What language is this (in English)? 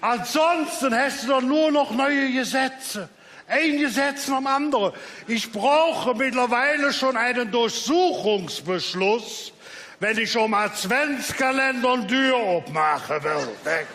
Colognian